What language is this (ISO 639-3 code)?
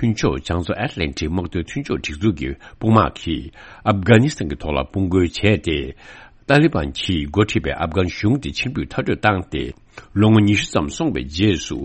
bod